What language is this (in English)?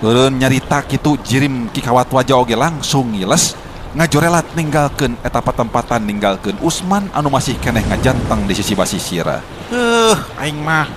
Sundanese